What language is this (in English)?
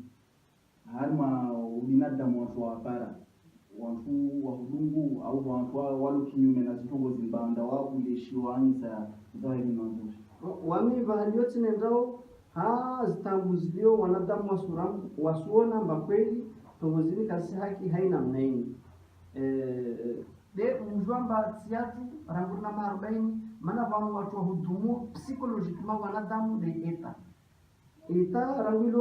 Ngazidja Comorian